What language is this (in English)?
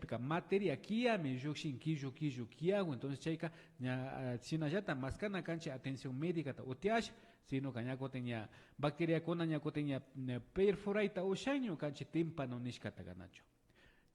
Imbabura Highland Quichua